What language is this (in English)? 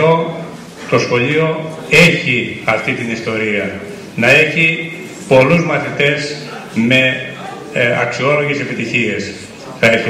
Greek